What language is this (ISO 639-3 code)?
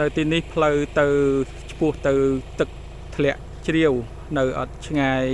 khm